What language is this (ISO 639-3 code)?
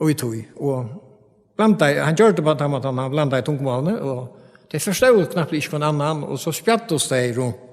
fao